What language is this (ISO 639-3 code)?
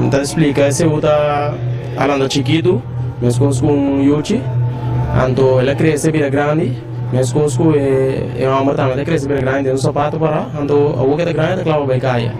pap